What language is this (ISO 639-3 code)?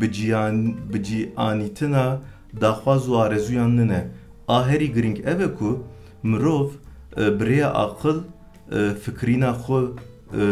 kur